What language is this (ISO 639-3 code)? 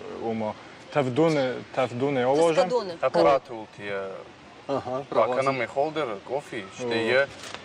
oss